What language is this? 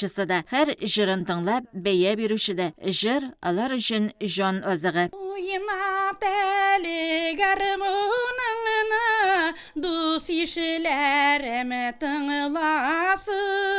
Tatar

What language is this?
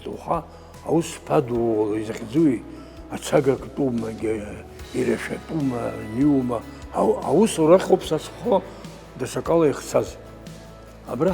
Abkhazian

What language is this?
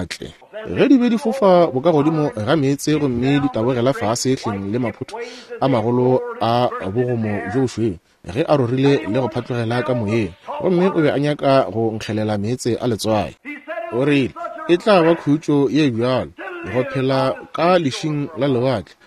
Northern Sotho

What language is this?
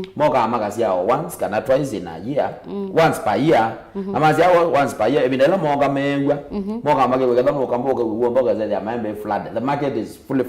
Kamba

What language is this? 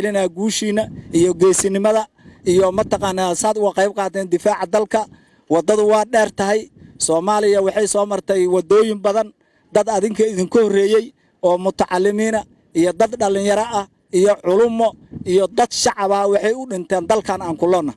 Somali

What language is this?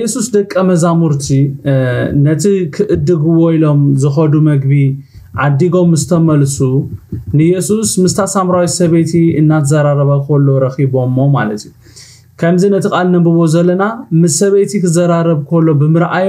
Tigrinya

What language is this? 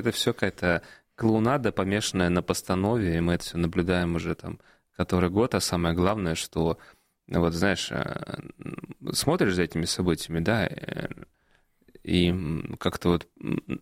Russian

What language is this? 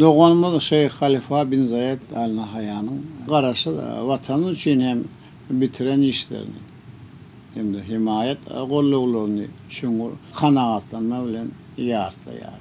Turkmen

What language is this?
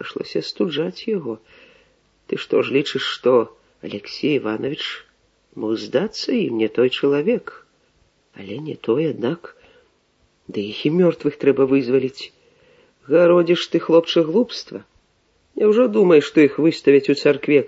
Belarusian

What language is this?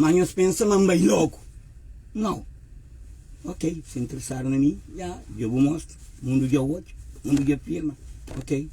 Kabuverdianu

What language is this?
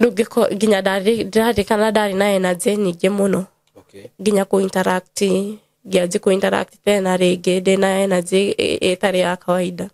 Kikuyu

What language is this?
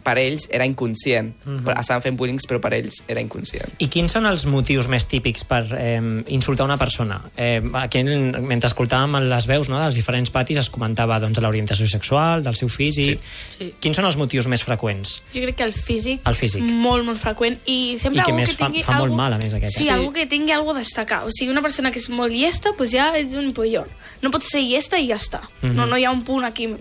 Catalan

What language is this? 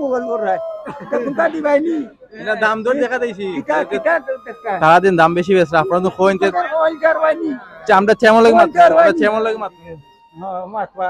Sylheti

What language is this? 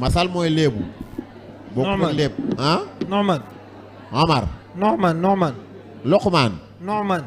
Wolof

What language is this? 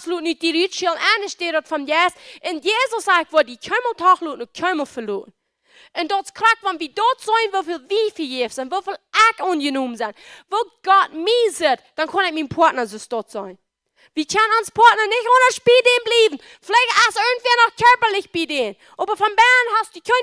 Plautdietsch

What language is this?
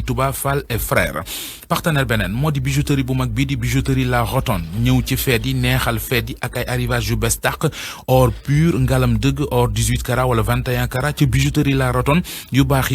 Wolof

